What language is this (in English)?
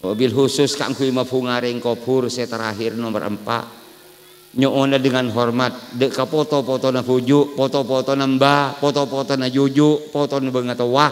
Madurese